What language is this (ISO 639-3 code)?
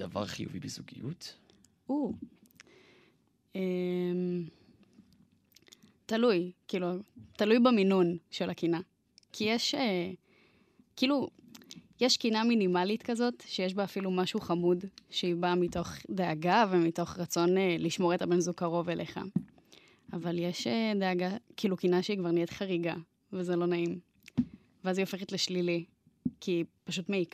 heb